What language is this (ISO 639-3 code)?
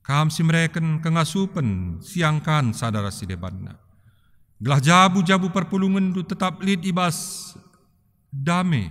btx